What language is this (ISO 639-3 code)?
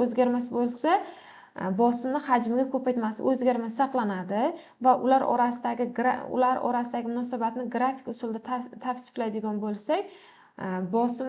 uzb